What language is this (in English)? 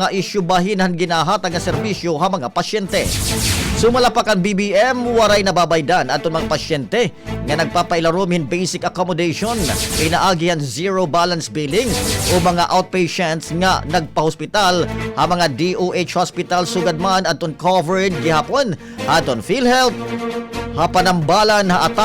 Waray